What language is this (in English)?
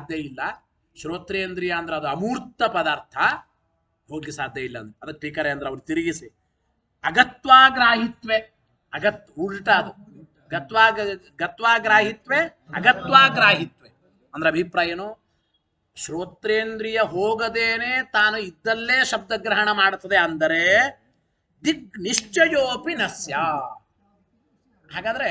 Kannada